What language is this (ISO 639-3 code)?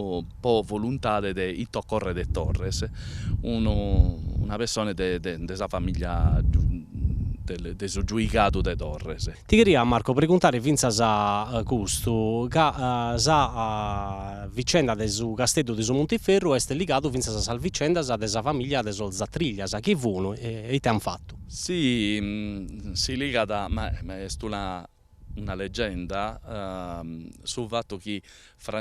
srd